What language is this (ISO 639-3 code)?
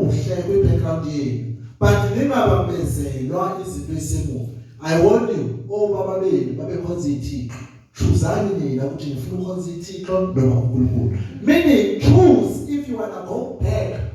zul